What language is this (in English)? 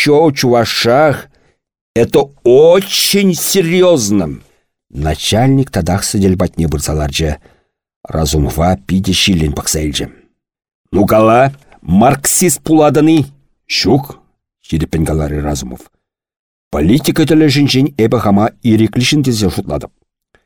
Chuvash